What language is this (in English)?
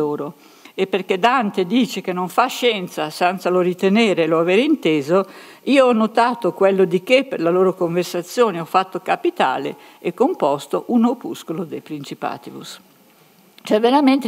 Italian